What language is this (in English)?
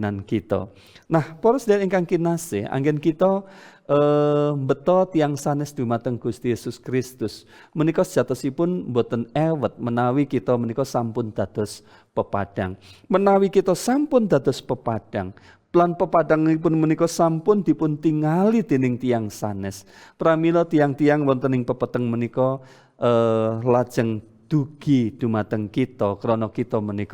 Javanese